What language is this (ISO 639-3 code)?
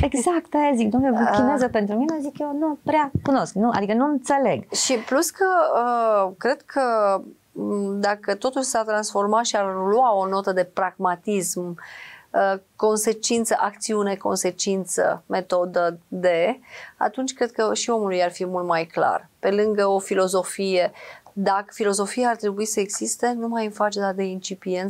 ron